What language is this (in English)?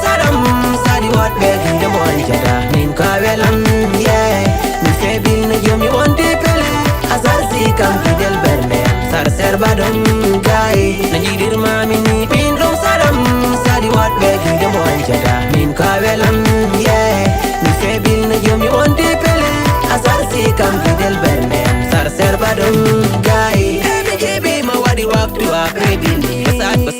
Fula